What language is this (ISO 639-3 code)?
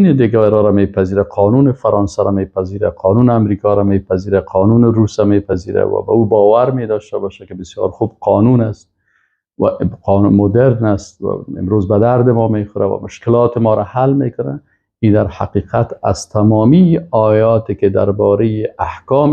fas